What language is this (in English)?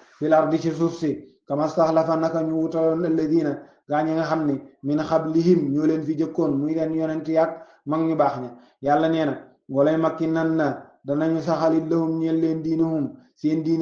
Wolof